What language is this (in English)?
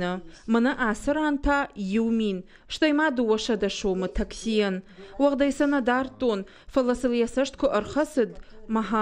Ossetic